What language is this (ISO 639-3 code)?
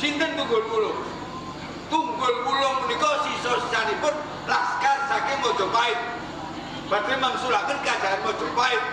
jav